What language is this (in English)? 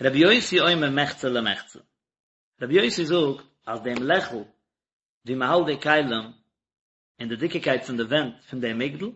Yiddish